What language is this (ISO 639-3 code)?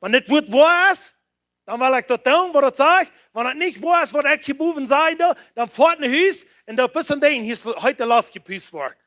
pdt